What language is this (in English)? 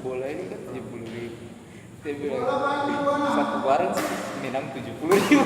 Ambonese Malay